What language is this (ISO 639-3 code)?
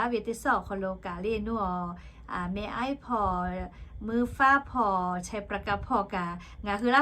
lhu